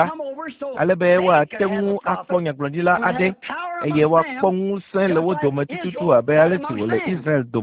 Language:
Ewe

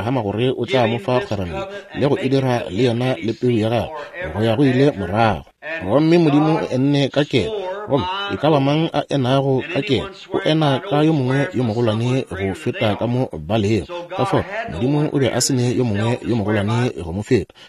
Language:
Northern Sotho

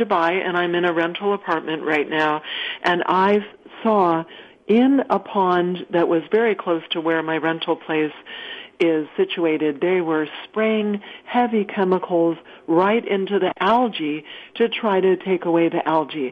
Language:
English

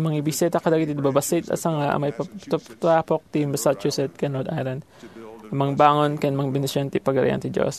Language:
Iloko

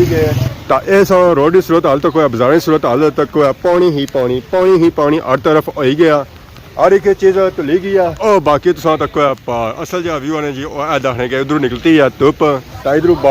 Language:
Pahari-Potwari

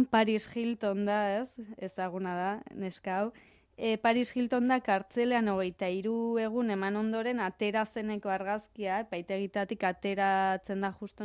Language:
Basque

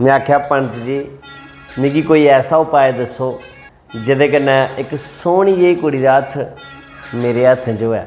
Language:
Dogri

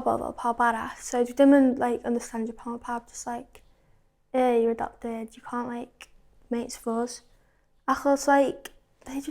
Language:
Welsh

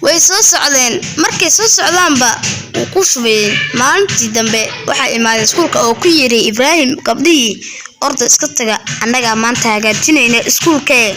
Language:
Somali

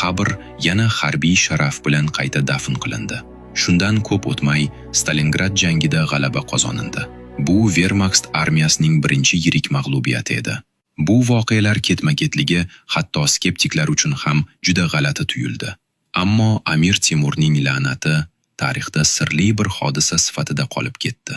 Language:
Uzbek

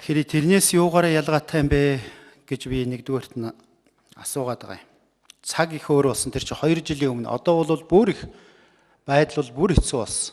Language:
Mongolian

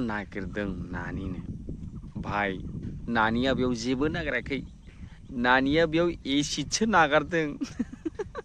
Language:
Bodo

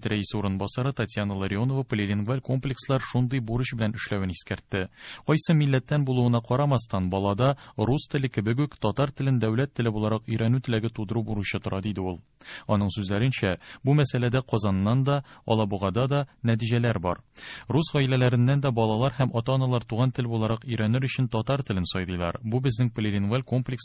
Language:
Tatar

